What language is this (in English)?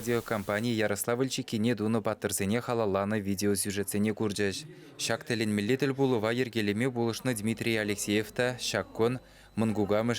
Chuvash